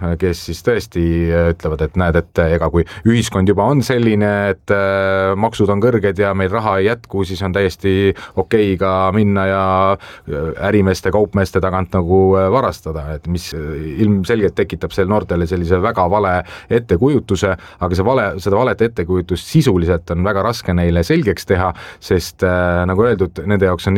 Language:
Estonian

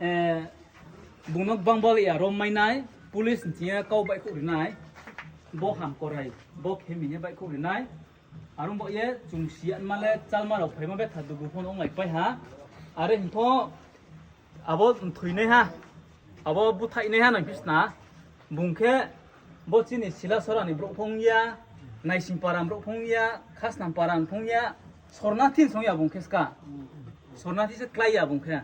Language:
Riang (India)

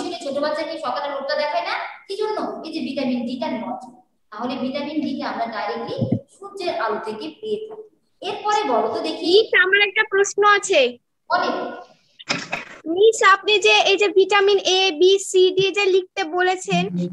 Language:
Bangla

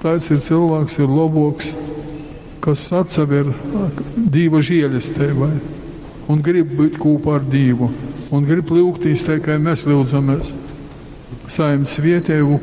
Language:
Latgalian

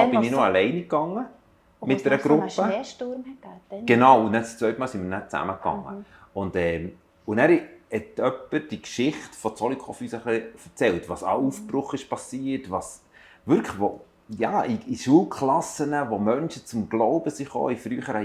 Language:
Swiss German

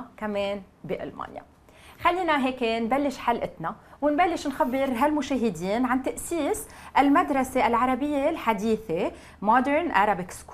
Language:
North Levantine Arabic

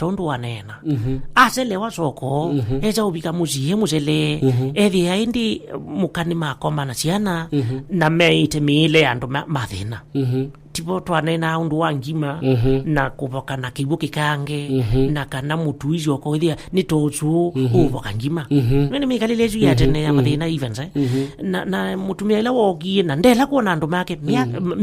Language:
Kamba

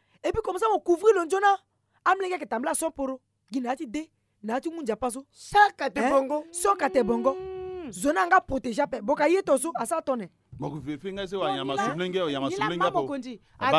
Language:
Sango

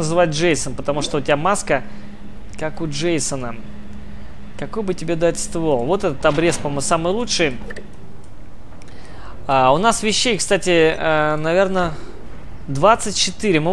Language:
Russian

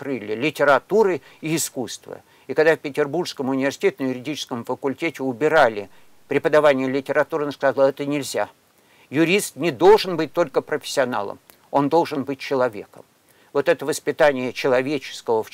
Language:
Russian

